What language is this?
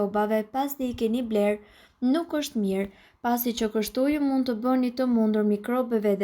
Albanian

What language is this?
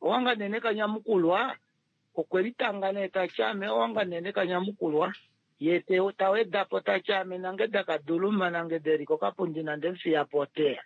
Kuanyama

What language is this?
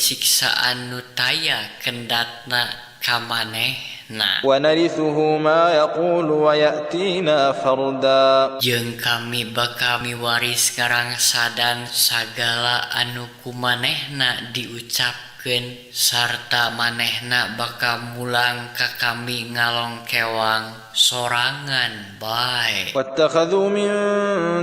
Sundanese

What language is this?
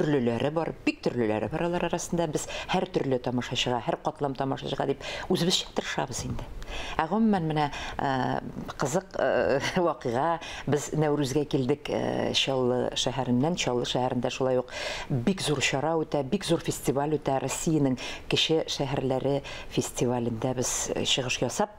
Tatar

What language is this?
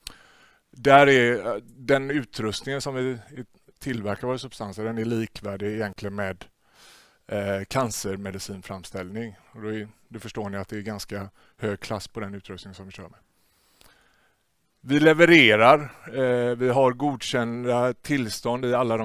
Swedish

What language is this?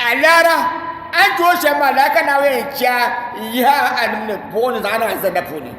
Dagbani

